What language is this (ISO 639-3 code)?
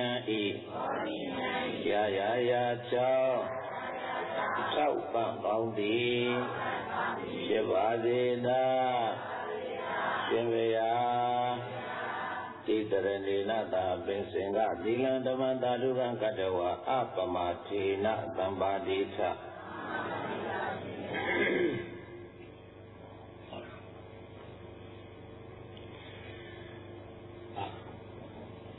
mya